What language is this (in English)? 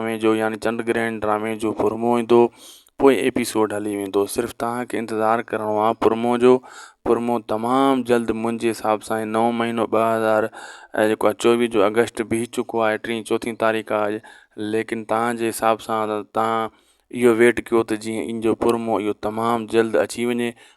Sindhi